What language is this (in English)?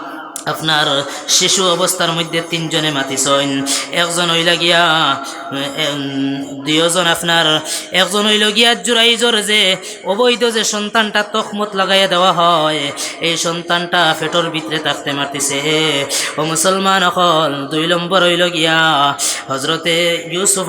Sylheti